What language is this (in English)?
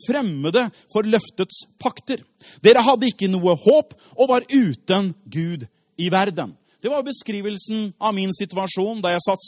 Norwegian